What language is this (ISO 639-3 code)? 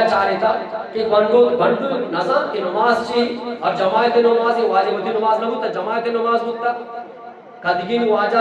bgp